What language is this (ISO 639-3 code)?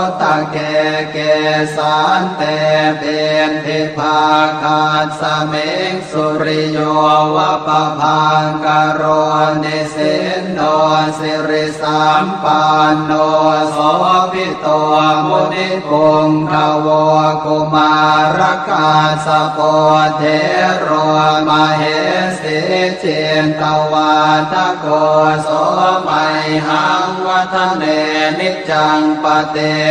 pli